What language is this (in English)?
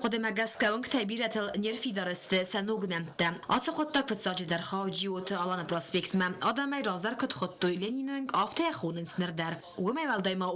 Ossetic